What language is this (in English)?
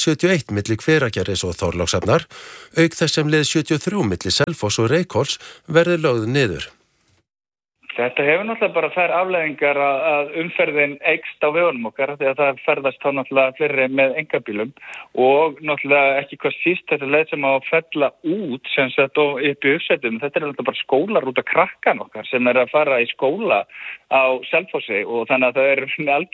Icelandic